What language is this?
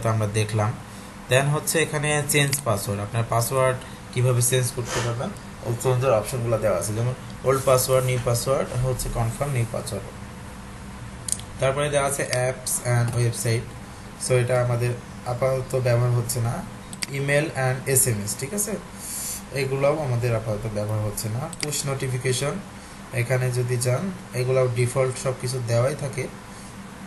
Bangla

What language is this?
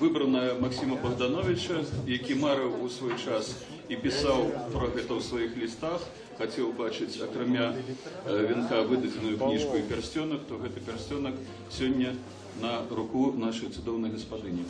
Belarusian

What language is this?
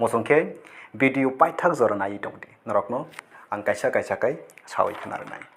Kok Borok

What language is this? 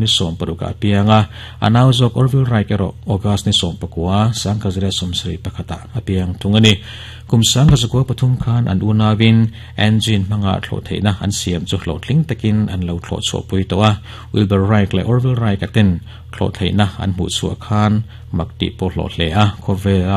Mizo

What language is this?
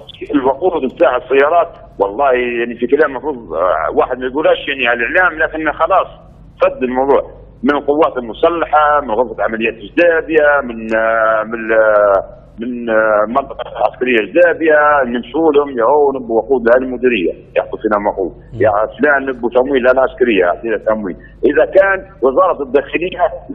Libyan Arabic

